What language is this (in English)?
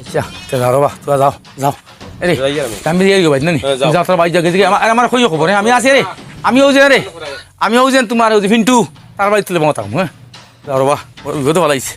Sylheti